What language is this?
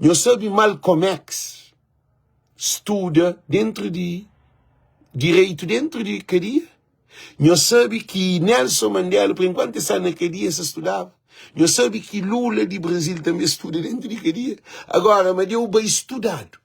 Kabuverdianu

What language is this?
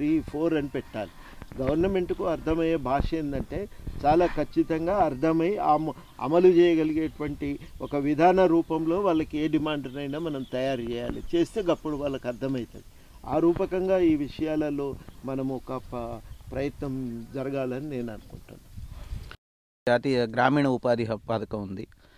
Telugu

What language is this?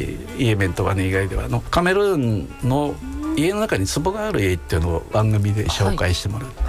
Japanese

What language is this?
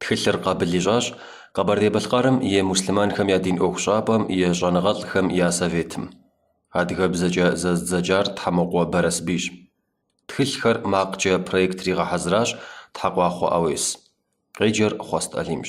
Kabardian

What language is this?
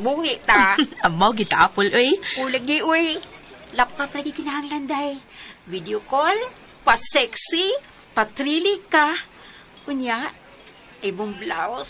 Cebuano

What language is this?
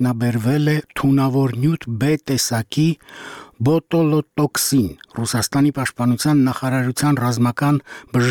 Armenian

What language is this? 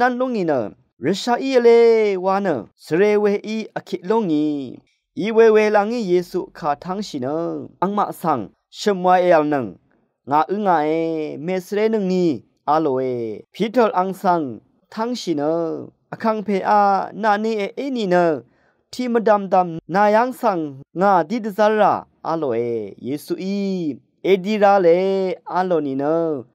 Rawang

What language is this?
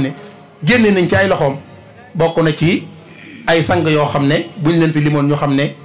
Wolof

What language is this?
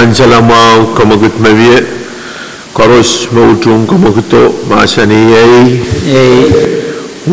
Pohnpeian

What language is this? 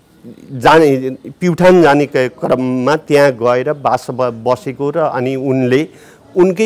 Nepali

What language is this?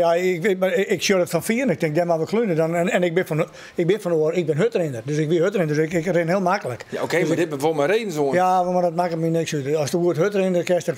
Western Frisian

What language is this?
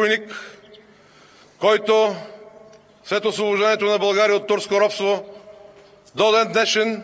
Bulgarian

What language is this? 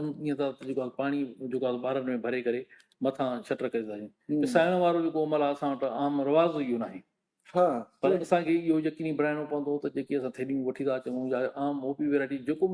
Sindhi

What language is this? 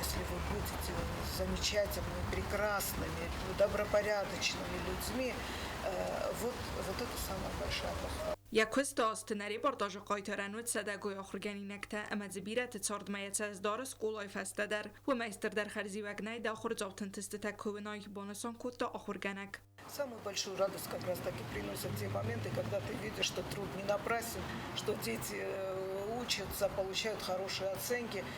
Ossetic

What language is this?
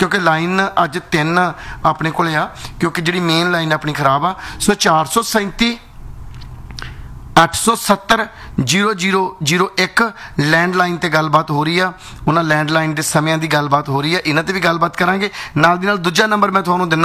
Punjabi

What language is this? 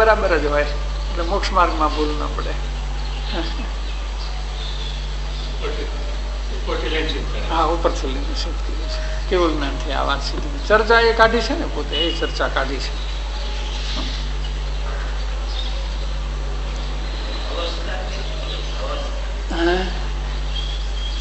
Gujarati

